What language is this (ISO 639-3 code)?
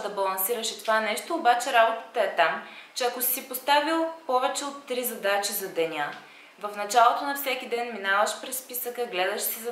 bul